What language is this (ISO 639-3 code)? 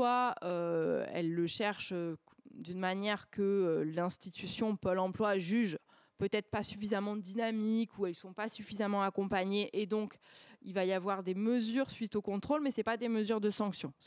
fra